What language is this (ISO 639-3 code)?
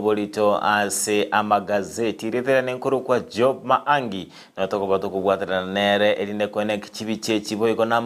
guz